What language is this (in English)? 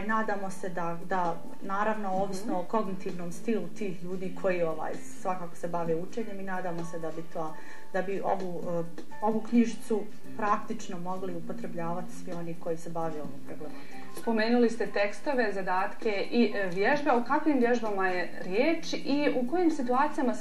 Bosnian